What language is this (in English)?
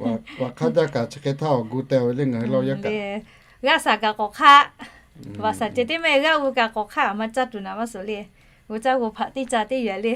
Lahu